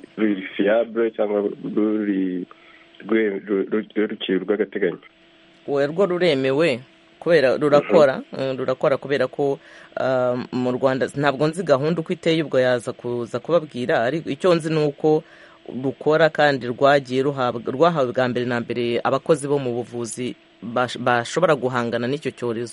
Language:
Kinyarwanda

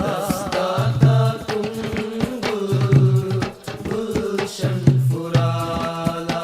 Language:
Divehi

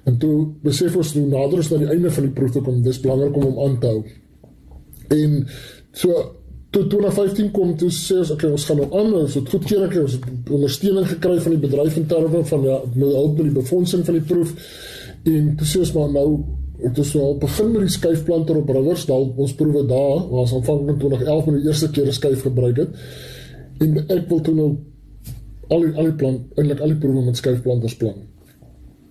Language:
Afrikaans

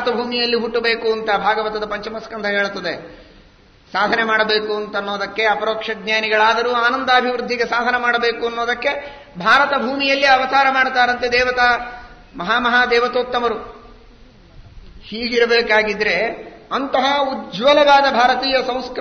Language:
Kannada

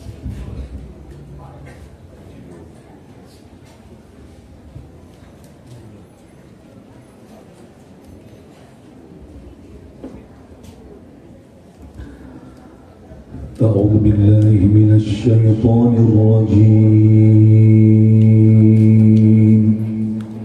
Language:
Arabic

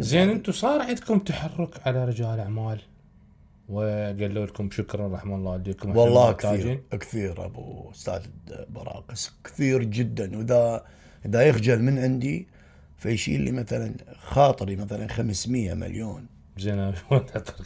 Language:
Mesopotamian Arabic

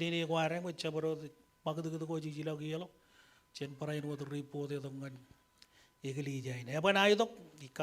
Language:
Marshallese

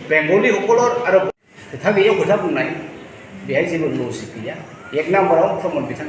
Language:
Bodo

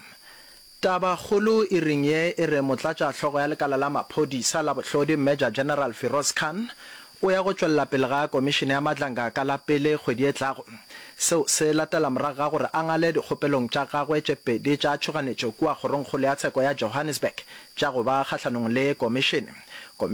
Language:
Northern Sotho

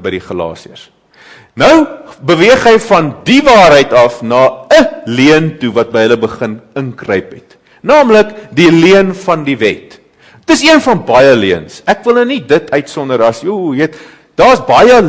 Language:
Afrikaans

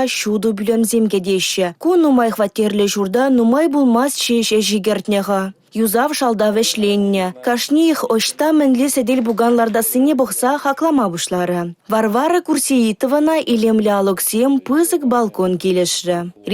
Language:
Chuvash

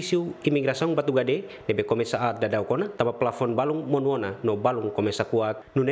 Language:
Tetum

